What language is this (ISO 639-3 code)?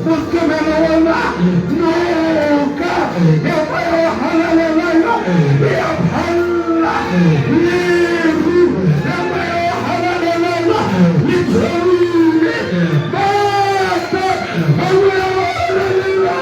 sot